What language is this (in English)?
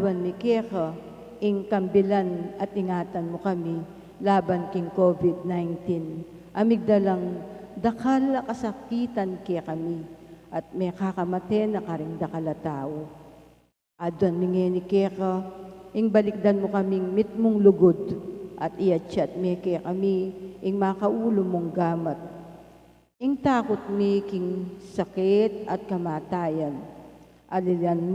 Pampanga